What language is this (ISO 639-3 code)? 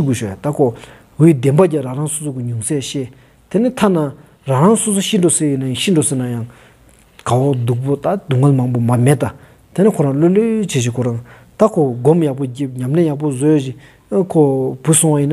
sbu